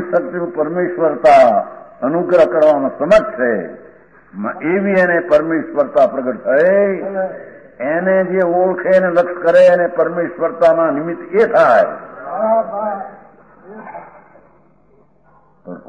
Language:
Gujarati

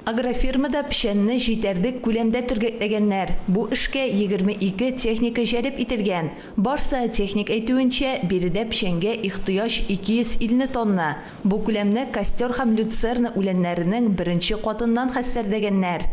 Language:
Tatar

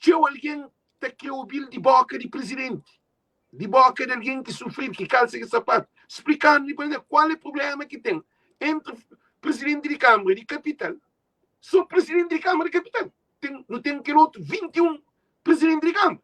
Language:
Kabuverdianu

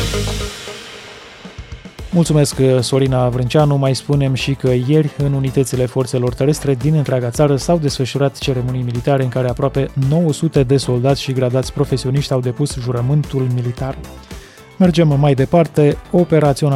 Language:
Romanian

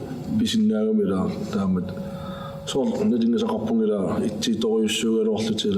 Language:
Kalaallisut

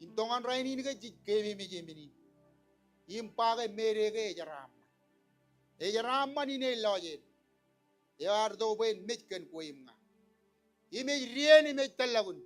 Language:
Marshallese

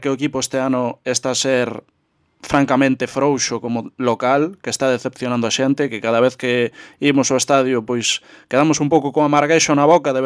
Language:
Galician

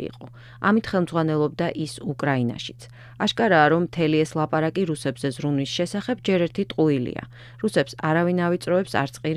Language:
Georgian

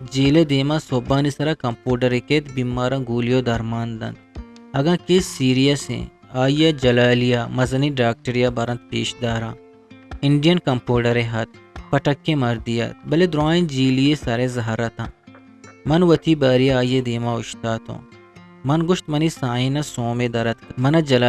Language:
Eastern Balochi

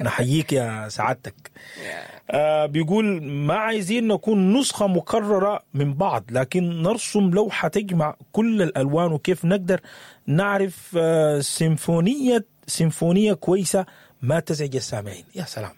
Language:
Sudanese Arabic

